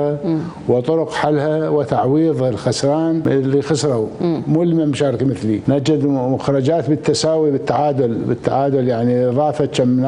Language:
Mesopotamian Arabic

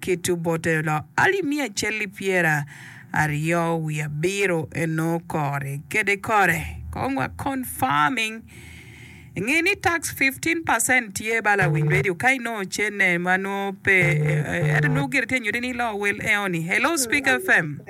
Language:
Acoli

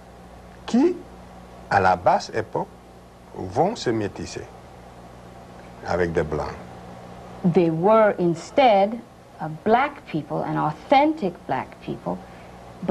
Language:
French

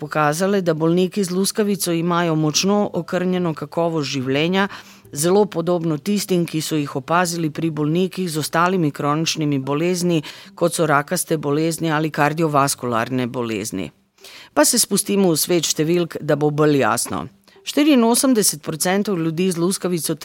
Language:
Slovenian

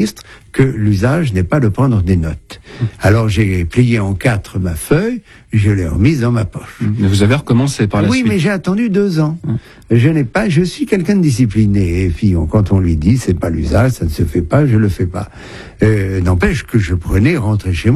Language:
French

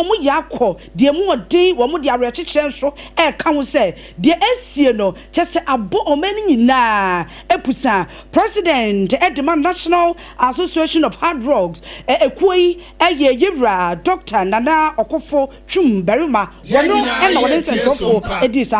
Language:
Akan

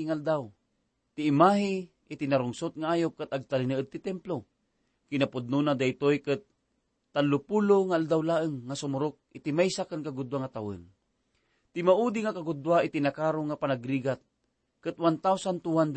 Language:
Iloko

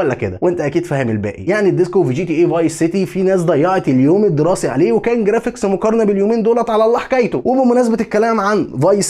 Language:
Egyptian Arabic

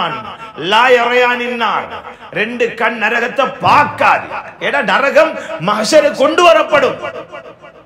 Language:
Tamil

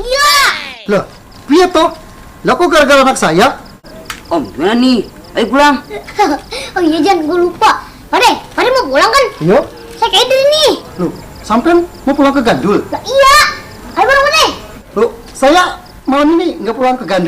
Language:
Betawi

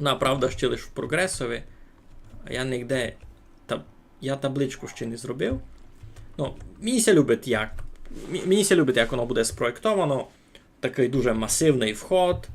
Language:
Rusyn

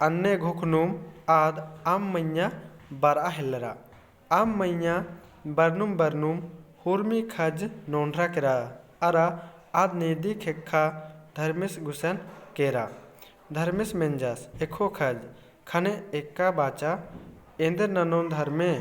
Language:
Kurukh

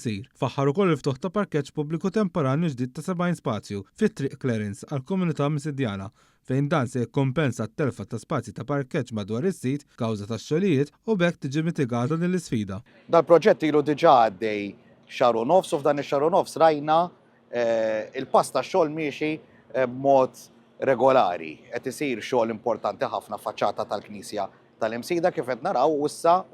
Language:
Maltese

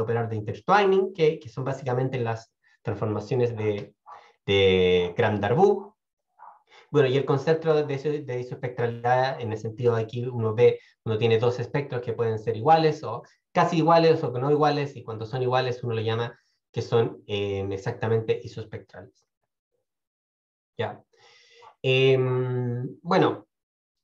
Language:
Spanish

